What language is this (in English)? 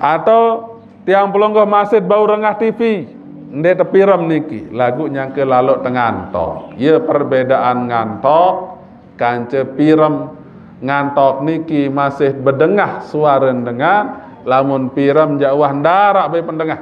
Sasak